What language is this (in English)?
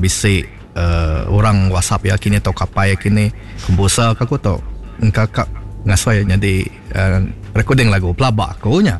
Iban